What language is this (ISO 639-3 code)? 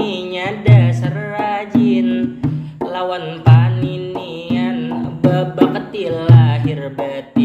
bjn